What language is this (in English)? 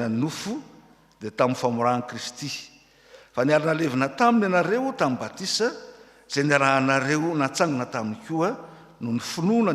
Malagasy